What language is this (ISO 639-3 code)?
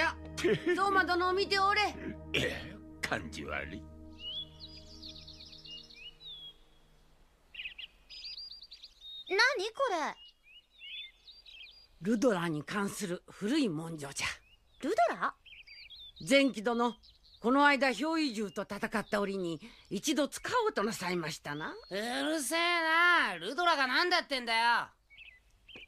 jpn